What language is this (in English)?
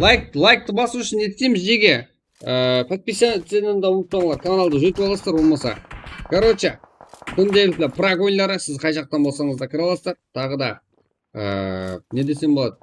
Kara-Kalpak